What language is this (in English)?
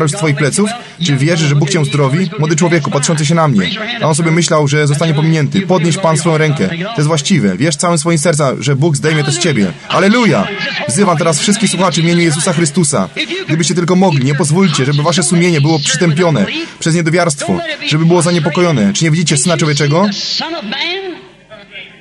Polish